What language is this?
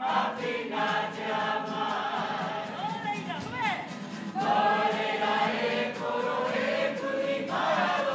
Māori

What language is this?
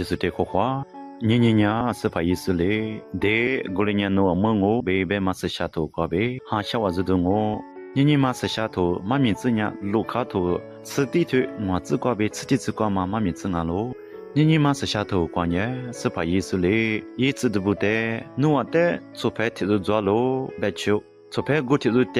Lisu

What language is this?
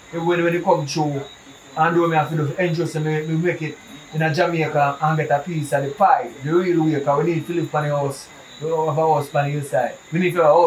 Jamaican Creole English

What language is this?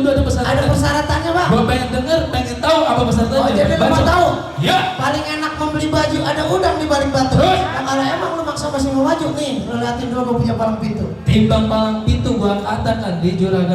Betawi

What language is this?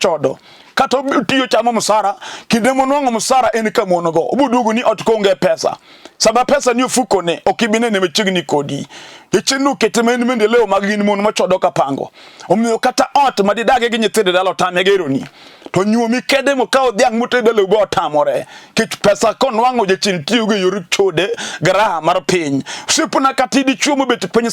Luo (Kenya and Tanzania)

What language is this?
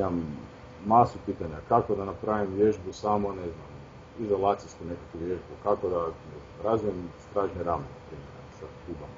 Croatian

